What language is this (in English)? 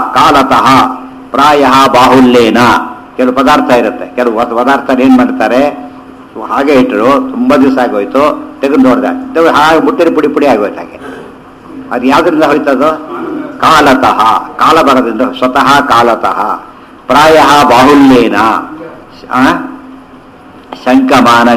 Kannada